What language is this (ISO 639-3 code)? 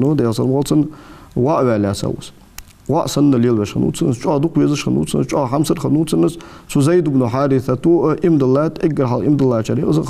inh